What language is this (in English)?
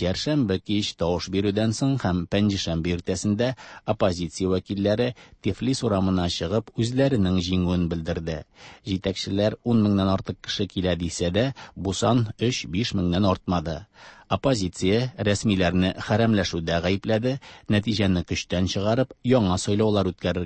Tatar